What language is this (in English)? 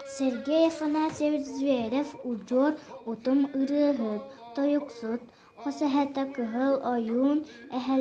Yakut